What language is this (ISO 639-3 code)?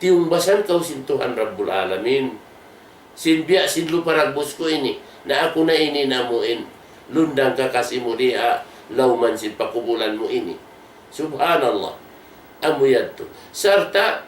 tsg